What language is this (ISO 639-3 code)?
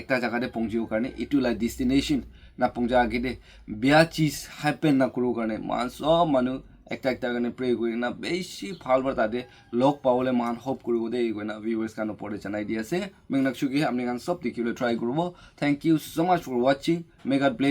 nag